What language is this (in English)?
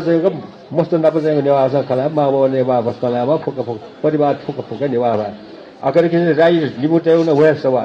Newari